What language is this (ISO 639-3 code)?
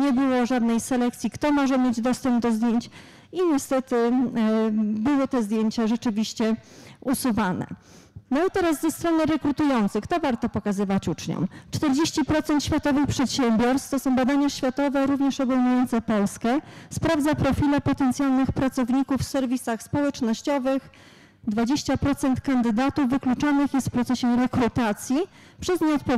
pol